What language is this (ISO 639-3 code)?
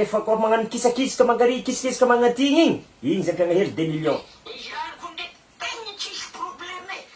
mlg